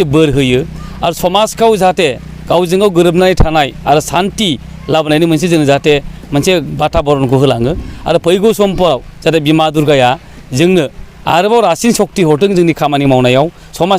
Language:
Bodo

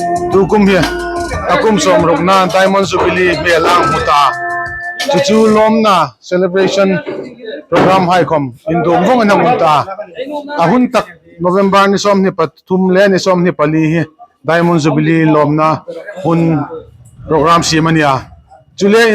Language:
Hmar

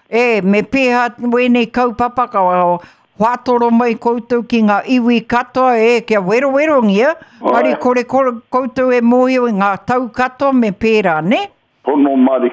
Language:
Māori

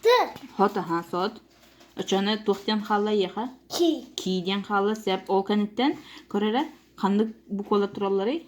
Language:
Yakut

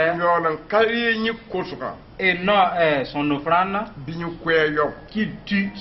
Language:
Mossi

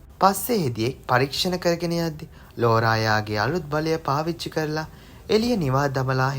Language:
Sinhala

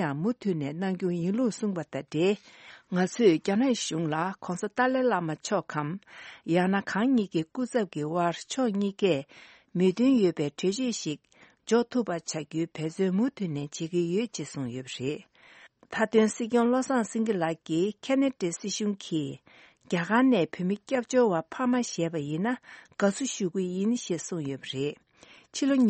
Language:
Tibetan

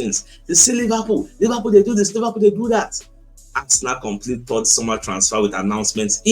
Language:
Nigerian Pidgin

